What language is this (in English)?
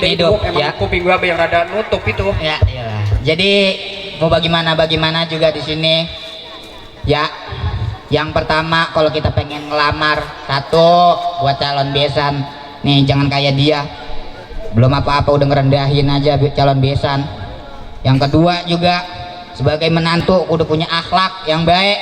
Betawi